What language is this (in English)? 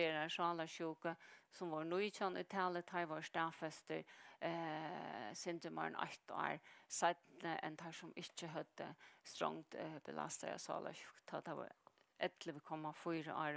Faroese